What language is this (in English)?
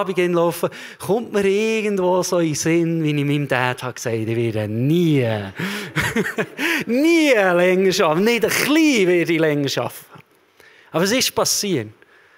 Swiss German